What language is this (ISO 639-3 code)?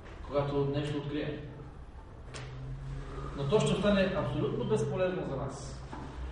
bul